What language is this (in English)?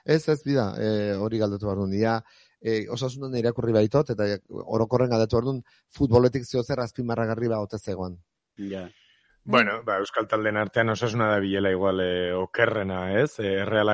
Basque